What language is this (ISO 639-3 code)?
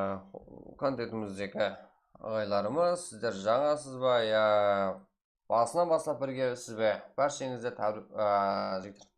kaa